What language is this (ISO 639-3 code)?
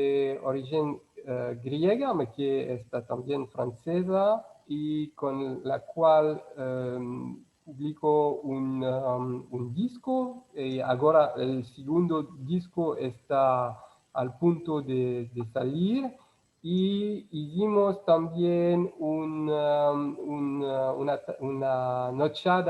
lad